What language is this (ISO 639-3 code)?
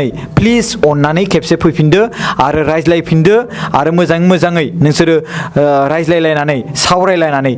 brx